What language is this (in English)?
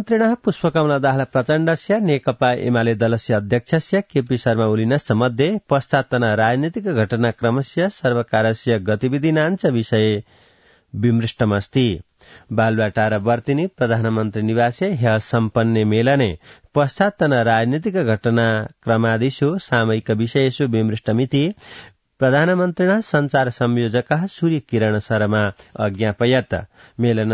Sanskrit